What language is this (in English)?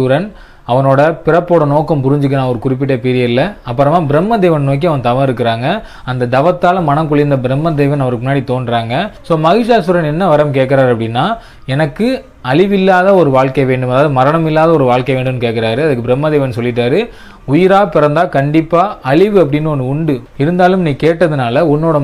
Tamil